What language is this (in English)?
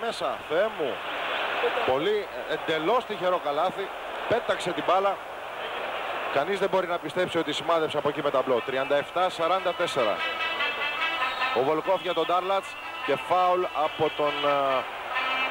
Greek